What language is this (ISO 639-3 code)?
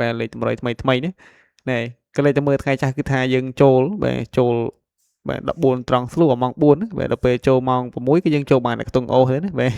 khm